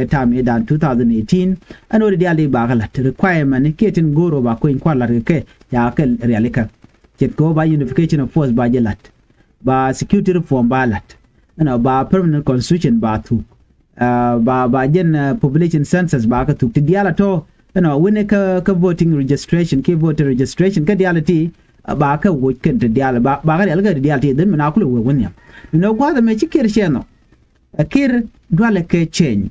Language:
Nuer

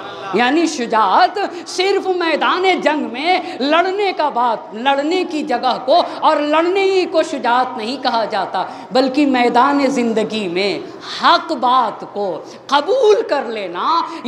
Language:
Urdu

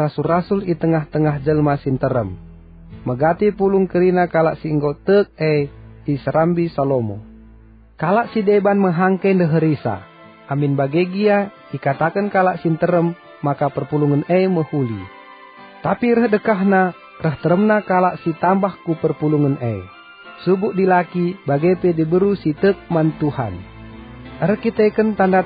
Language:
Batak Karo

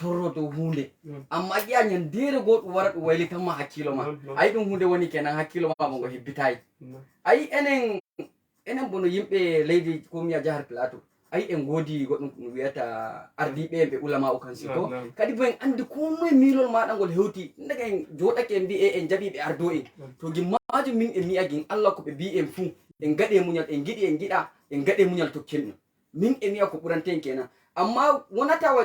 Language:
Fula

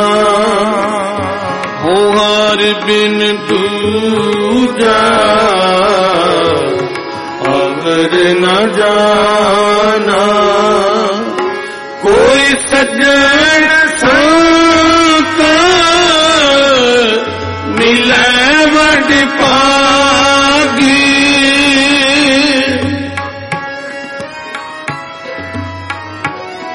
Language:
Punjabi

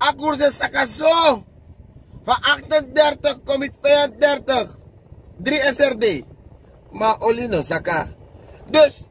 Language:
Sranan Tongo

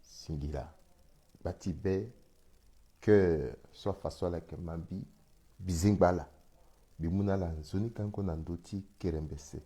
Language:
Sango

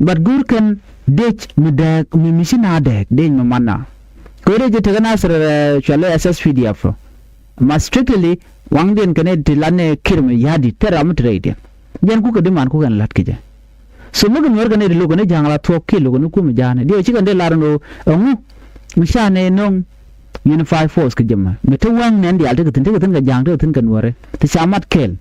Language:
Nuer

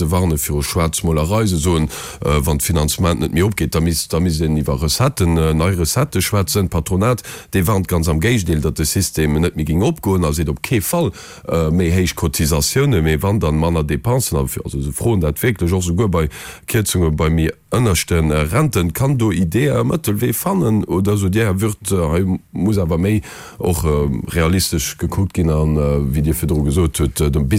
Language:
Luxembourgish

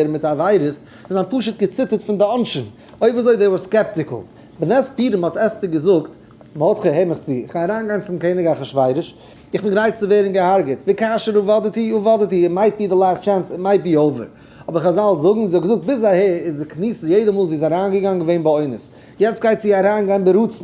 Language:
Yiddish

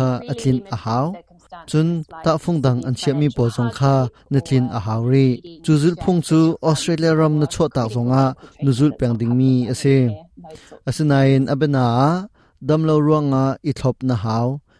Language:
Hakha Chin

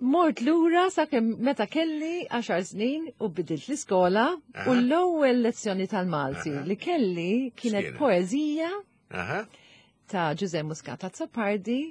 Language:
Maltese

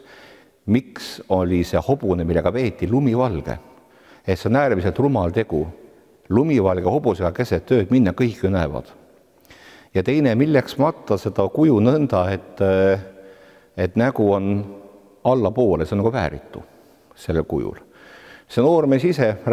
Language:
Estonian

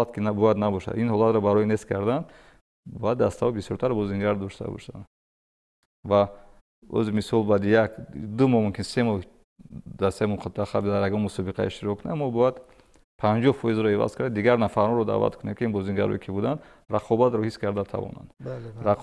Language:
Tajik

